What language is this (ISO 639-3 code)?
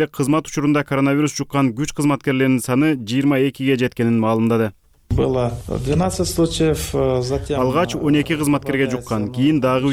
kir